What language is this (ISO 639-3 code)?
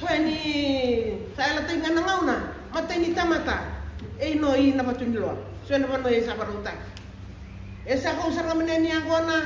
fij